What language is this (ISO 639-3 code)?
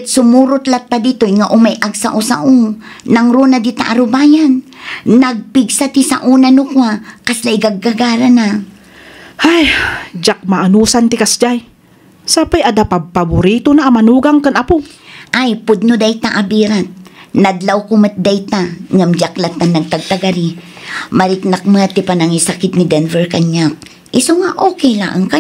ilo